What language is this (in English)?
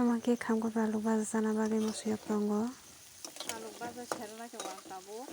Kok Borok